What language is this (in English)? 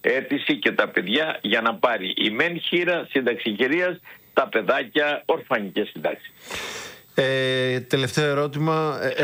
Greek